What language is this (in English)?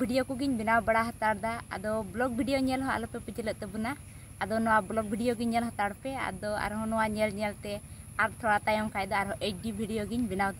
Santali